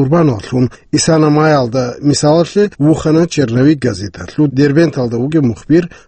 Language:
Avaric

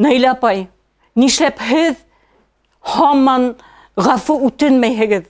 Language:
Bashkir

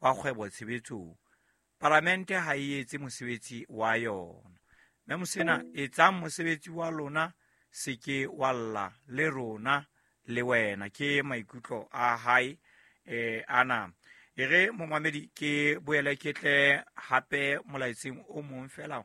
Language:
Southern Sotho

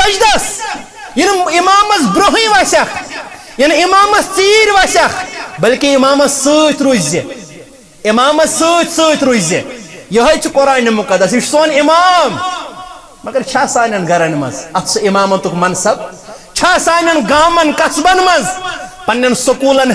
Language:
Kashmiri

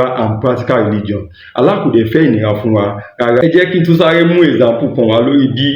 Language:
Yoruba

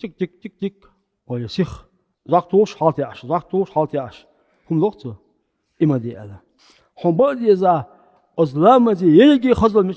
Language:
Chechen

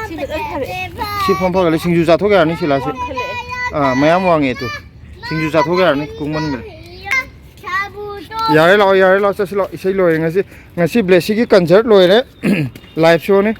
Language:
Manipuri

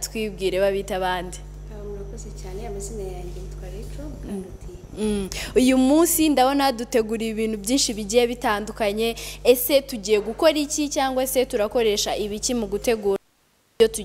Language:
Kinyarwanda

